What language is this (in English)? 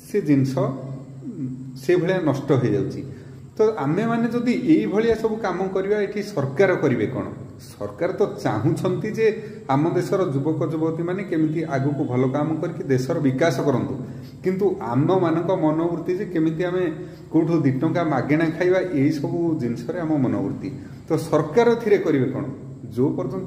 Odia